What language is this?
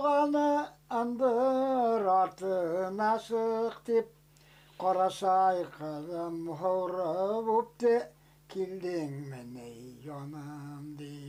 Bashkir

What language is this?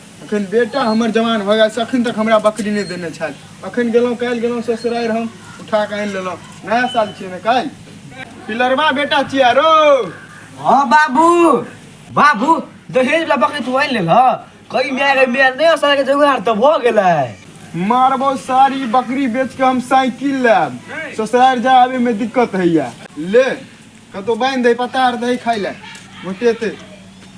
Maithili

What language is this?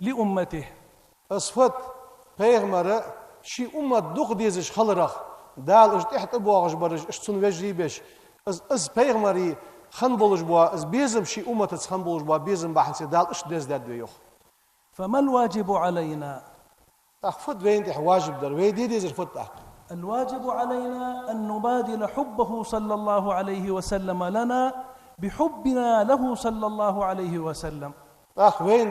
Ingush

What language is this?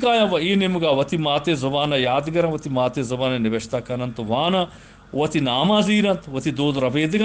Eastern Balochi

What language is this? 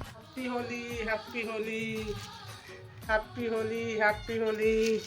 Chhattisgarhi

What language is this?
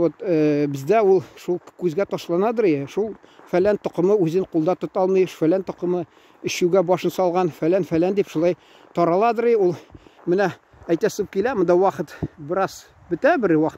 Tatar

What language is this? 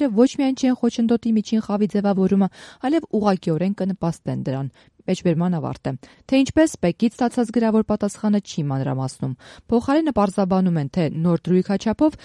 Armenian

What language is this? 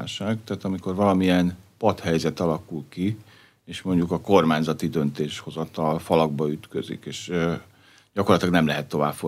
Hungarian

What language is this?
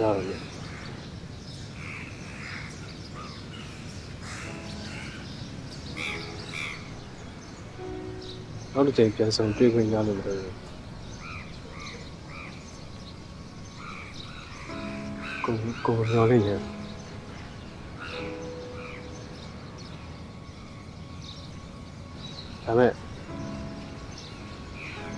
Burmese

